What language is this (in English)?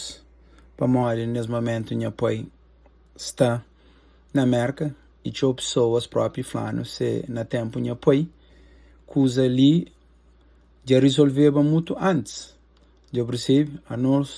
Kabuverdianu